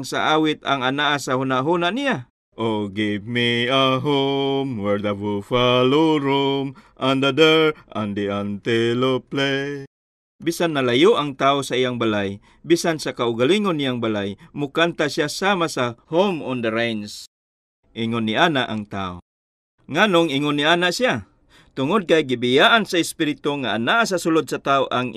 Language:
Cebuano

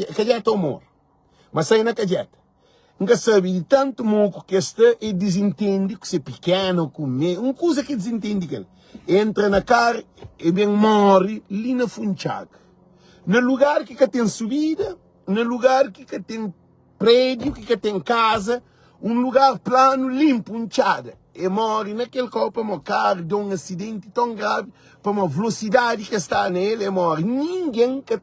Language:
Kabuverdianu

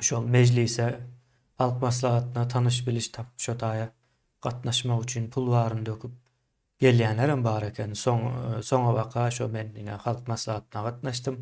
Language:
Turkmen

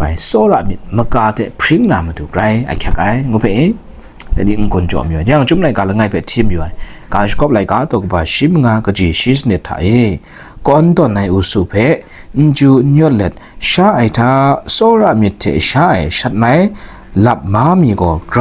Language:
Kachin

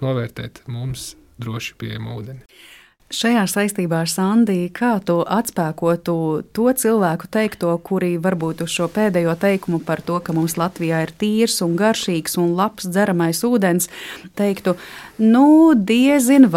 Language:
Latvian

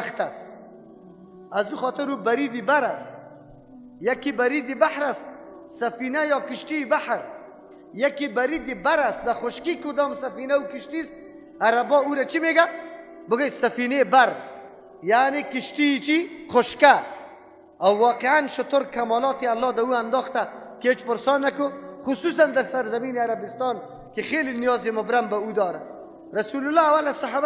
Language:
Persian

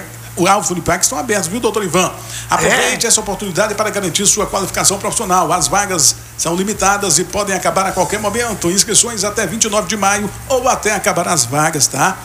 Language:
Portuguese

